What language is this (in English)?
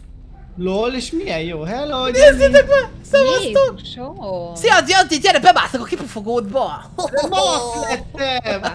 Hungarian